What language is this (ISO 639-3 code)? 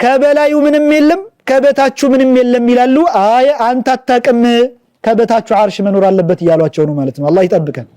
amh